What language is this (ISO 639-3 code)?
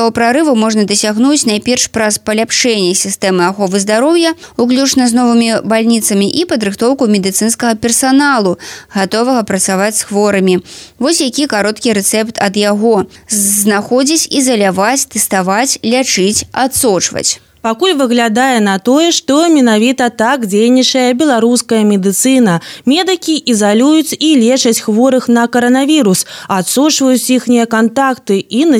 bel